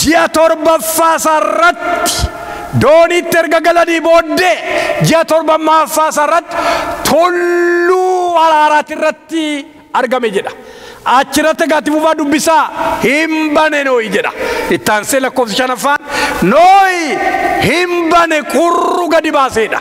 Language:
Oromo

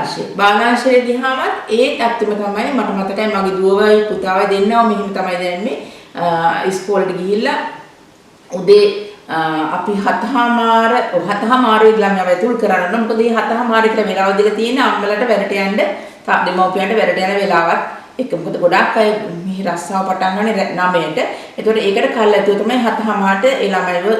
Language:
Sinhala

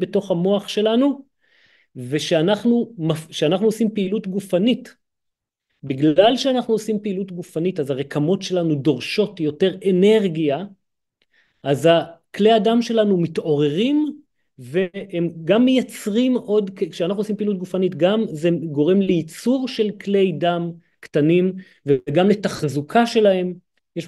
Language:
Hebrew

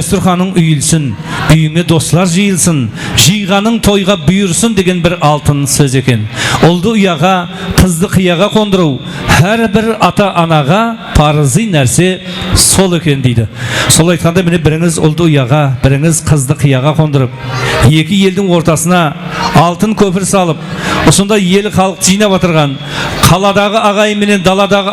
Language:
Kara-Kalpak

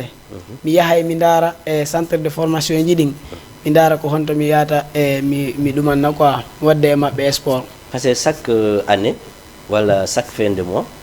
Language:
Fula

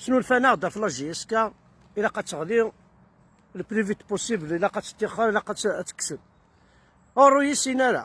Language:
Kabyle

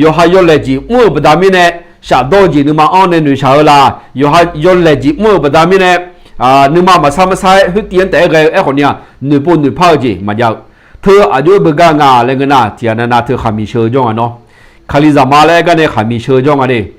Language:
Akha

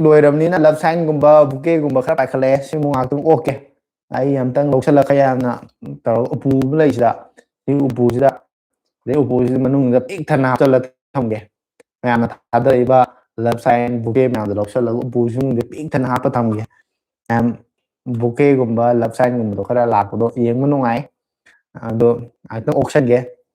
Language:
Manipuri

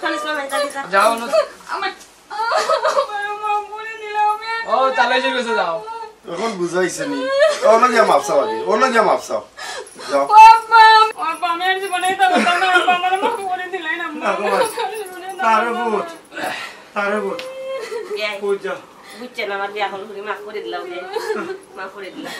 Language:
Sylheti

